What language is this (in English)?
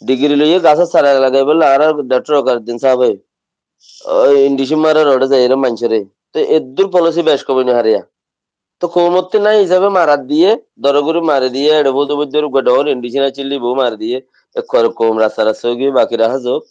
Rohingya